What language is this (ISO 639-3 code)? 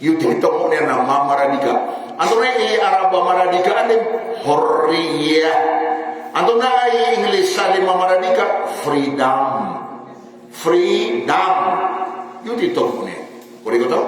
mrw